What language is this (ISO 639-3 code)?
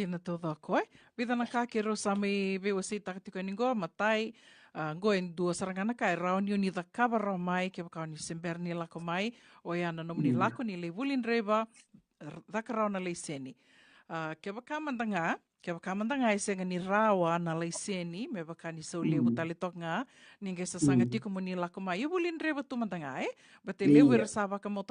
fij